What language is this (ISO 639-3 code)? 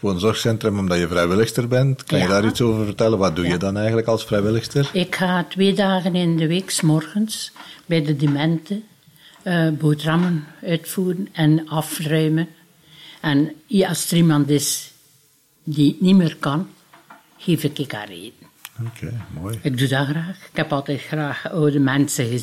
nld